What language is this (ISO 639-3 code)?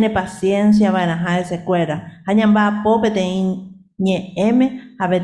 grn